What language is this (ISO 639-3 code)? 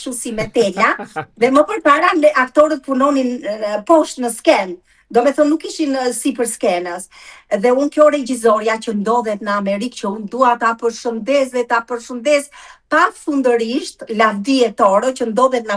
sqi